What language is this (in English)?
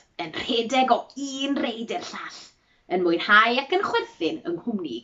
Welsh